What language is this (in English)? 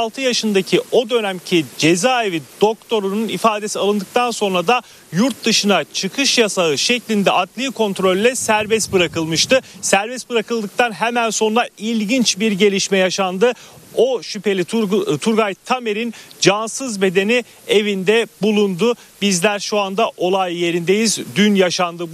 Turkish